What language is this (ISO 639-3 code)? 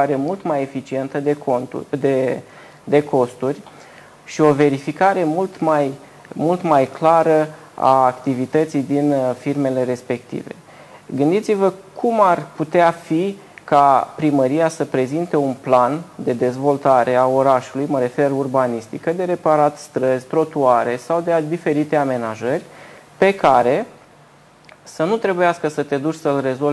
ron